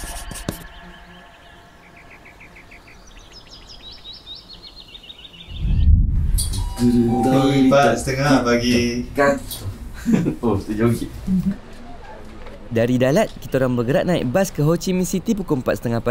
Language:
Malay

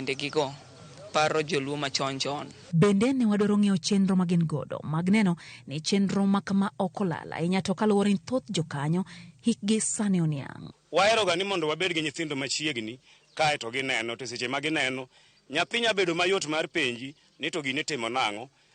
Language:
Luo (Kenya and Tanzania)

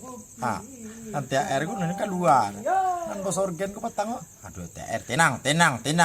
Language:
Minangkabau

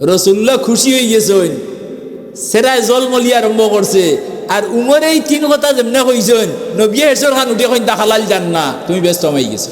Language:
Sylheti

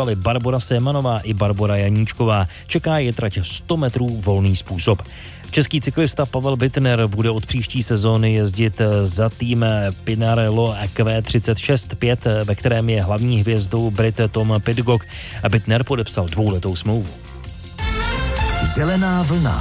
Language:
Czech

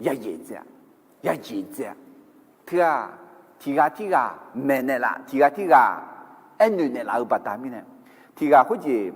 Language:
Akha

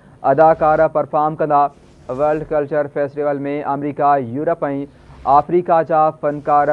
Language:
Sindhi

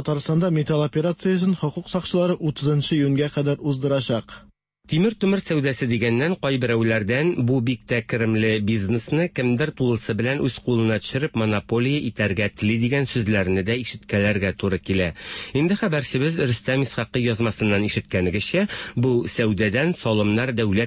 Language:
Tatar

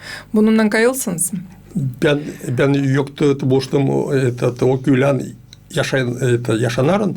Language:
Gagauz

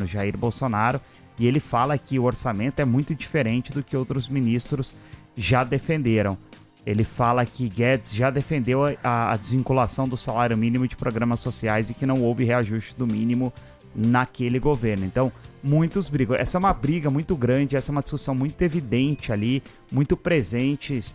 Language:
Portuguese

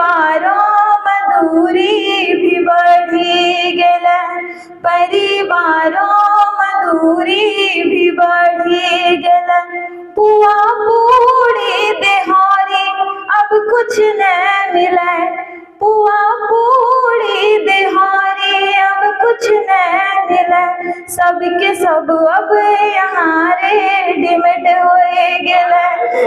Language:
Angika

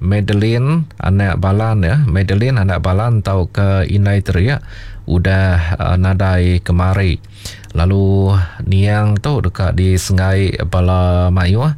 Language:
Iban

